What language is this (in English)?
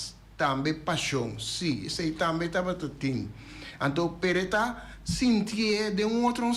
Papiamento